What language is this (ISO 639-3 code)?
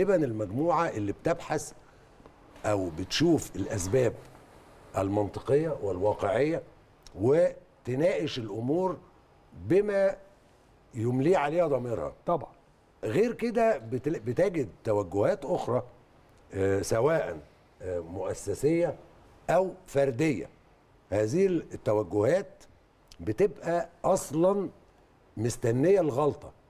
arz